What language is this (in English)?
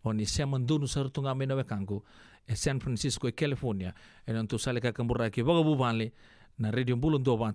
Fijian